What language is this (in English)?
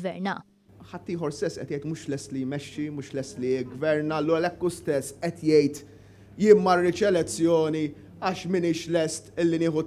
Maltese